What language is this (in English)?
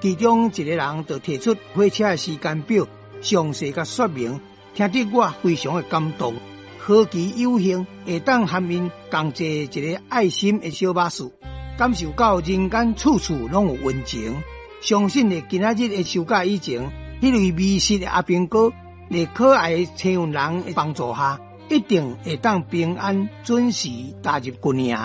Min Nan Chinese